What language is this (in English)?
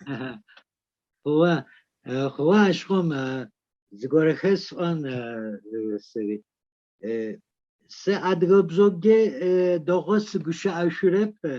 Kabardian